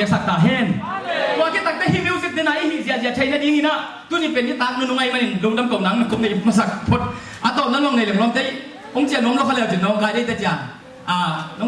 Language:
Tedim Chin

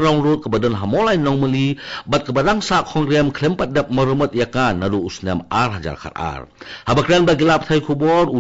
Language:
Khasi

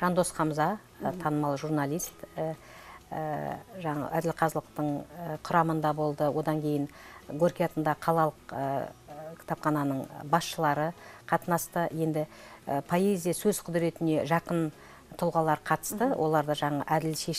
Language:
Kazakh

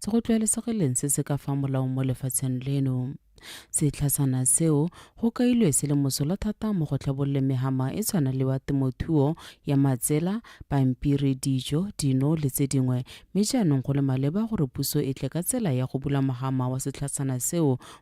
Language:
Tswana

